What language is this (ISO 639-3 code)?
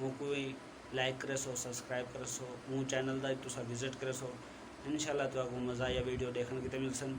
skr